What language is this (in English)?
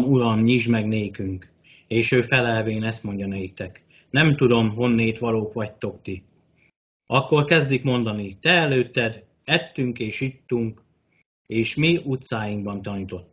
Hungarian